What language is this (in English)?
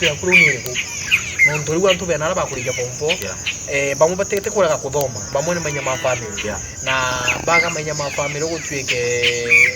Meru